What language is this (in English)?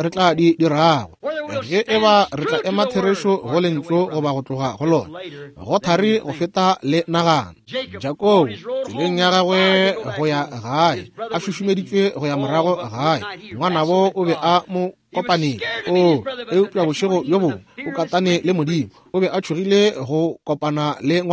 Northern Sotho